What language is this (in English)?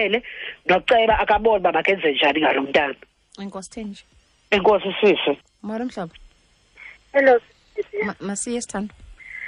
Xhosa